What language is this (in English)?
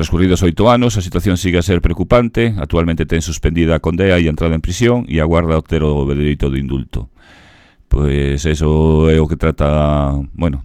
Galician